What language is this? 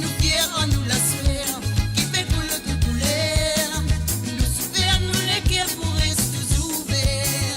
Morisyen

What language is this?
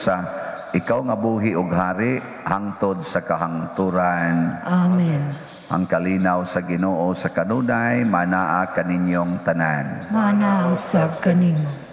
Cebuano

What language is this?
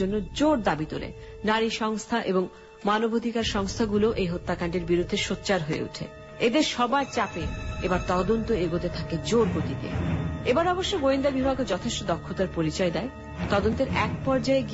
Bangla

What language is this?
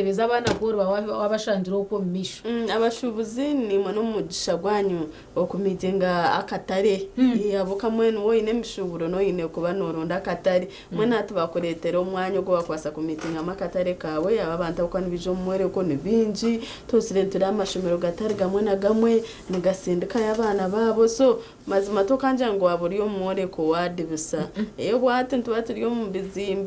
Nyankole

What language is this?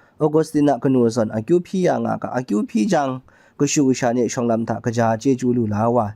Kachin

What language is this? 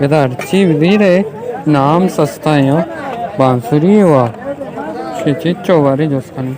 Baluchi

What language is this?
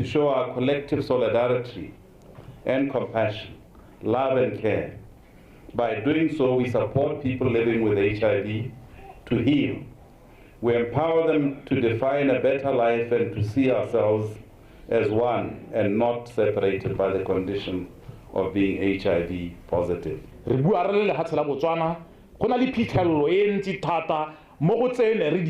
Tswana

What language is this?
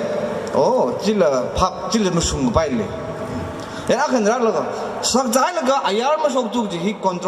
Tangkhul Naga (India)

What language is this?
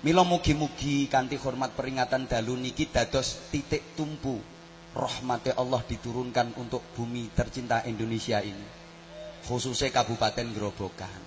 Javanese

